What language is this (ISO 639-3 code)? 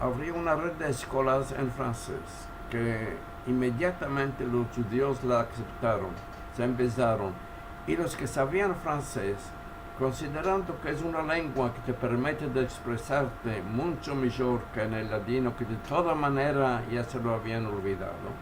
lad